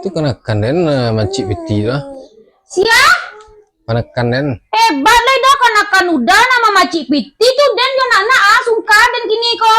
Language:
Minangkabau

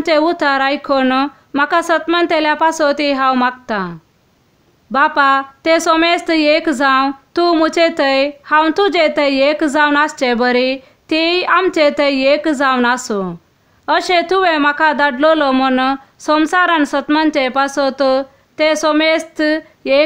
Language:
Konkani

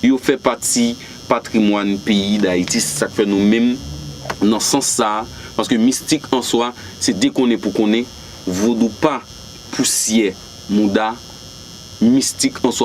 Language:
Haitian Creole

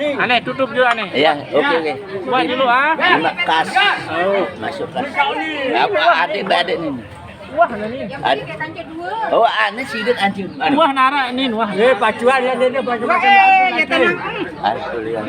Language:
Sasak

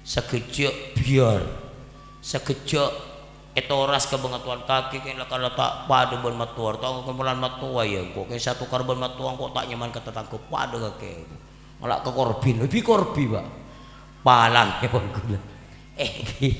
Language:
Madurese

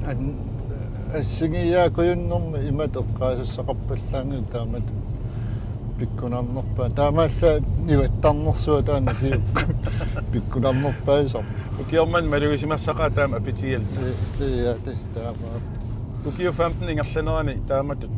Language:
Kalaallisut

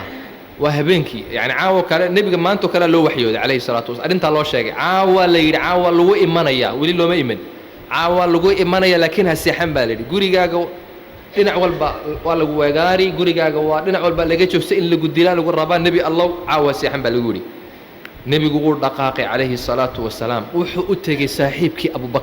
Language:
Somali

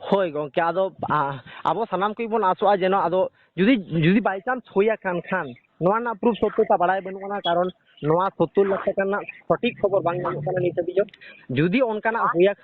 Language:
Santali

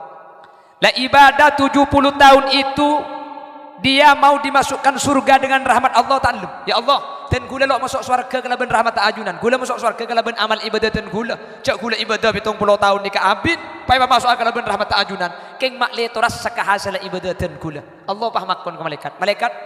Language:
Madurese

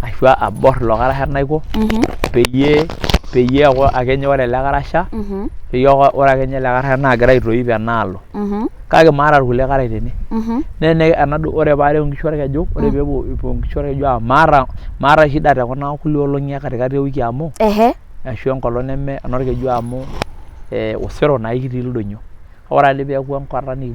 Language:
Masai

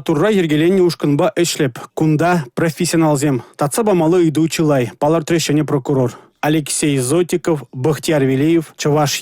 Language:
Chuvash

